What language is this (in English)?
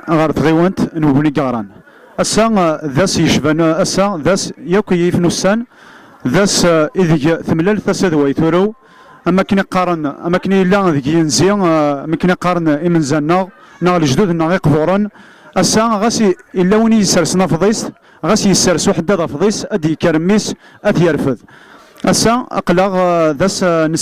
Kabyle